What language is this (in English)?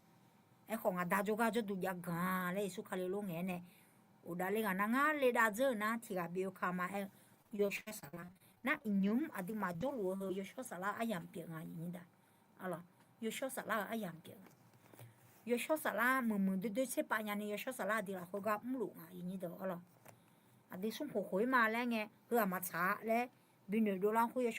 Akha